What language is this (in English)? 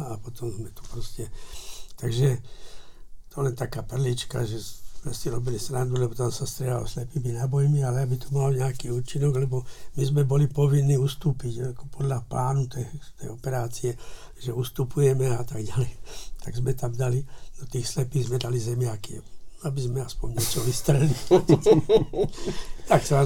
Slovak